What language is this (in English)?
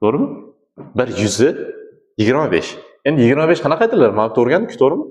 Uzbek